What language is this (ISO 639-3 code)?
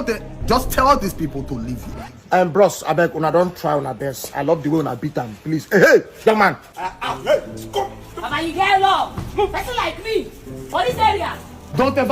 pcm